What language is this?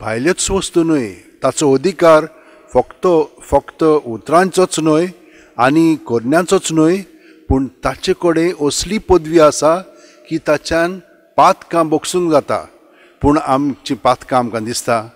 Konkani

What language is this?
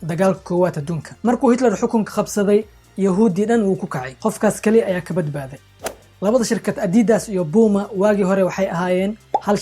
Somali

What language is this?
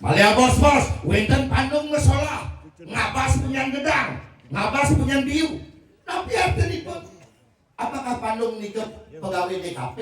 Balinese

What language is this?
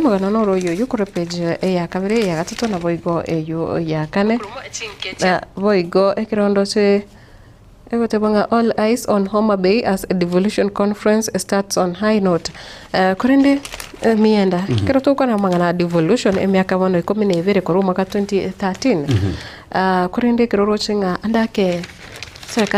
Gusii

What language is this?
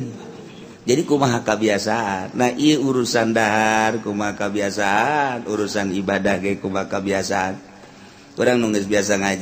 Sundanese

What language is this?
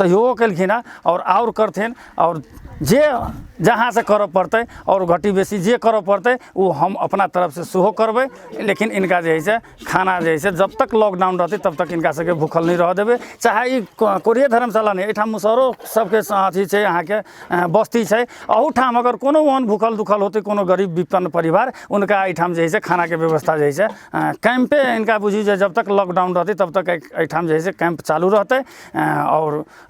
Maithili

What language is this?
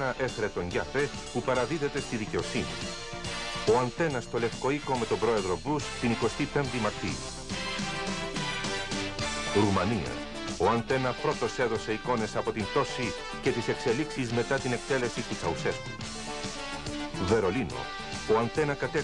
Greek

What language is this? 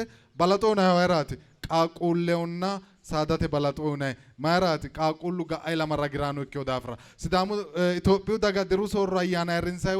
Sidamo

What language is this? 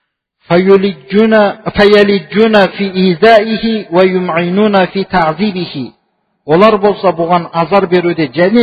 Kazakh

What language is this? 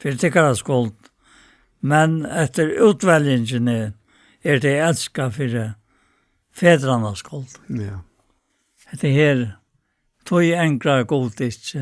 Faroese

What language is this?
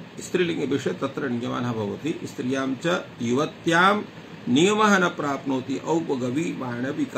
Sanskrit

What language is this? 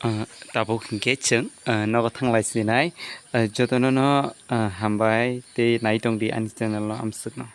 Kok Borok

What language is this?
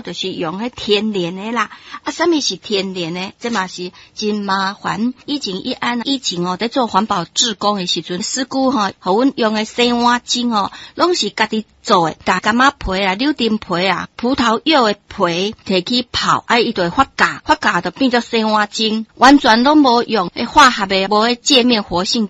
Min Nan Chinese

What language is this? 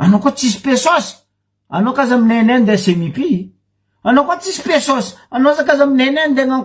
Malagasy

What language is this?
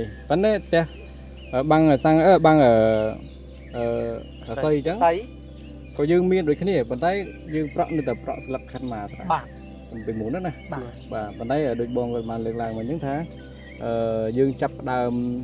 Khmer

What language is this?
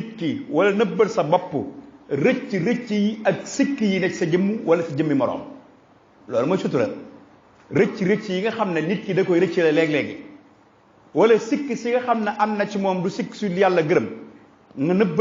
Wolof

